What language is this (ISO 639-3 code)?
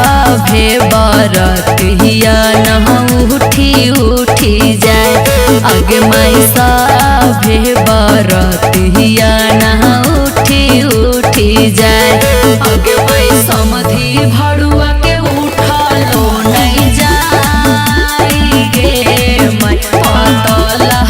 mag